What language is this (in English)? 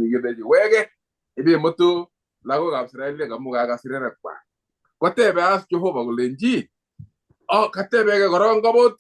Kalenjin